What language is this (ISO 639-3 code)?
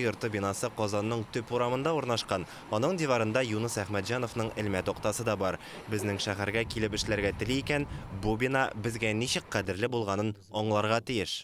tat